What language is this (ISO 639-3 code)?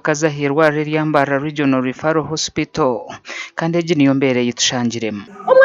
nyn